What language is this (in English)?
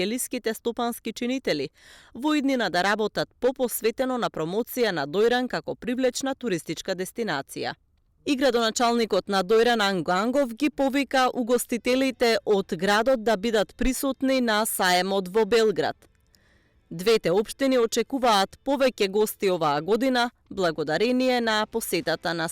Macedonian